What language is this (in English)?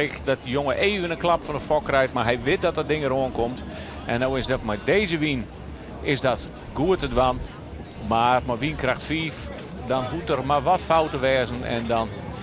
Western Frisian